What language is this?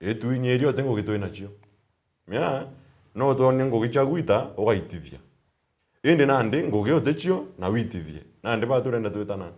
Meru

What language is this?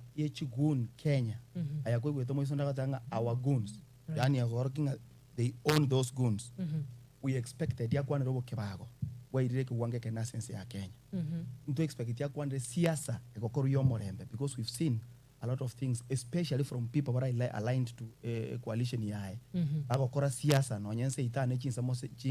Gusii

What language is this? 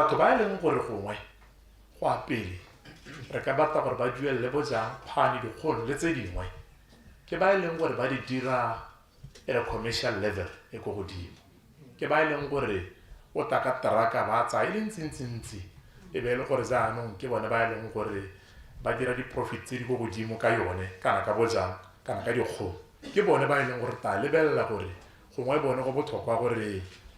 Tswana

